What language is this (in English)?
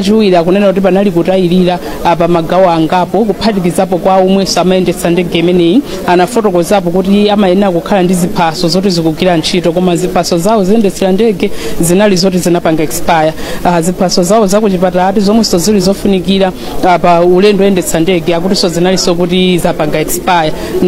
Nyanja